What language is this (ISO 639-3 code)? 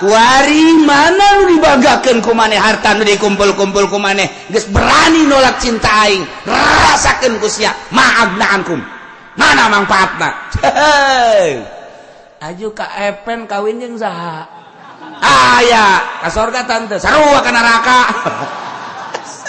sun